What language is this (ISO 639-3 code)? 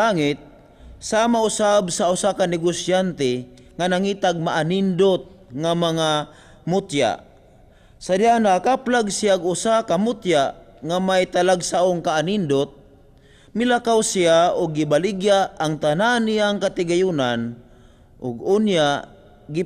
ceb